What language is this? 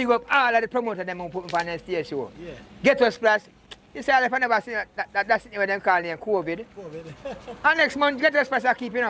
Jamaican Creole English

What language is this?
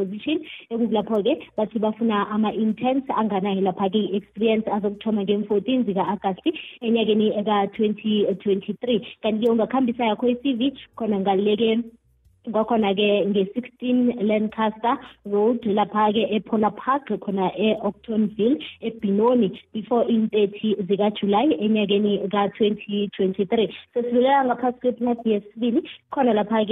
South Ndebele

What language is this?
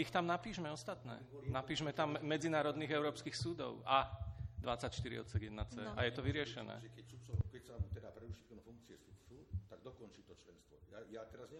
Slovak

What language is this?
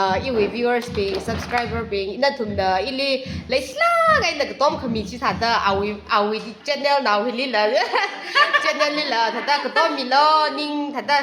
Tangkhul Naga (India)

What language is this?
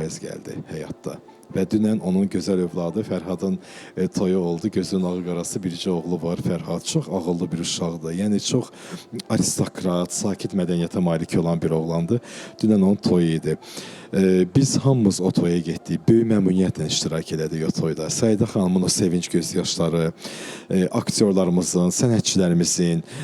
Azerbaijani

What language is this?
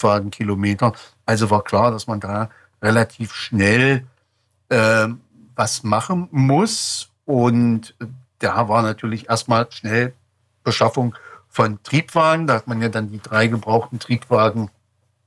German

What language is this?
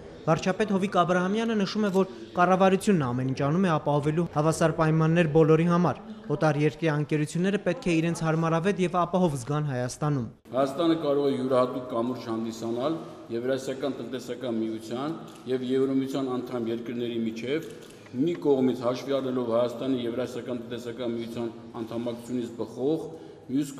Armenian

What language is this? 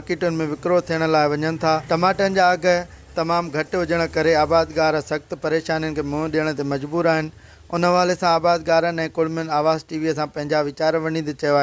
Sindhi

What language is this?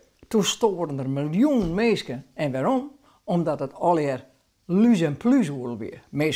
Western Frisian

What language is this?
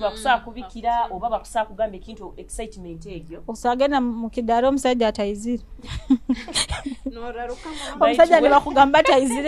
Nyoro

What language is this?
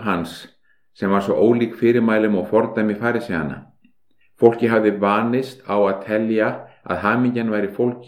Icelandic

